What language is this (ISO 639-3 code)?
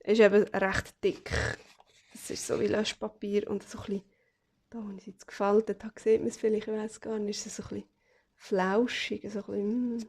gsw